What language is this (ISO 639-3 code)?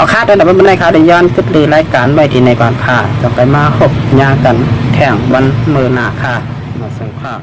shn